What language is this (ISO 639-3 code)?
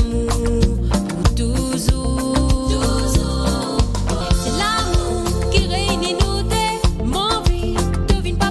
mfe